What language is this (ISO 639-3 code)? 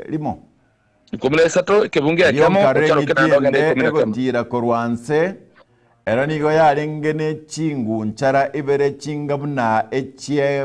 guz